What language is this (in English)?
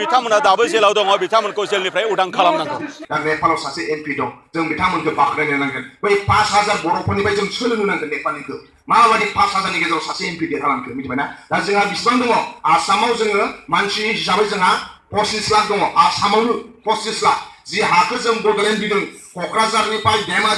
Bodo